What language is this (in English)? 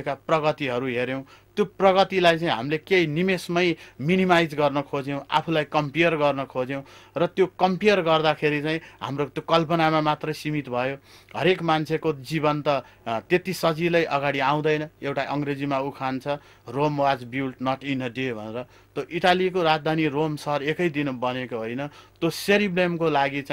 Nepali